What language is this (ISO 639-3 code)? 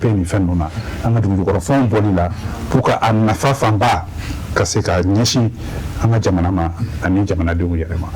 bam